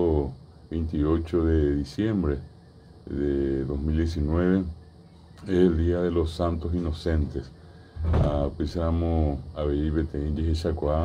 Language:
Guarani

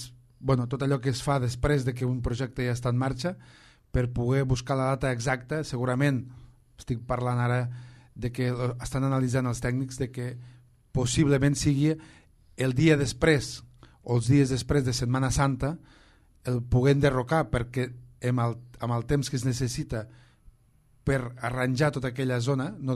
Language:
Catalan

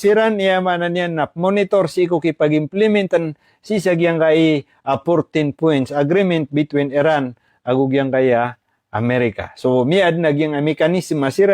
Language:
Maranao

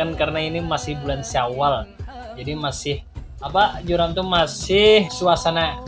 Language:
Banjar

